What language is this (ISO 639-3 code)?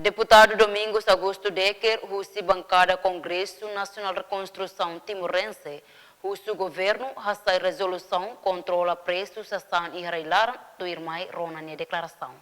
tet